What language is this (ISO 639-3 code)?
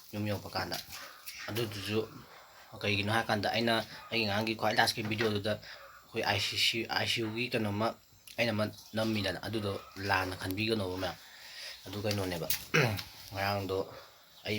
mni